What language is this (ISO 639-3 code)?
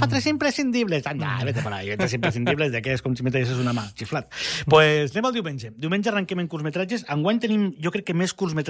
cat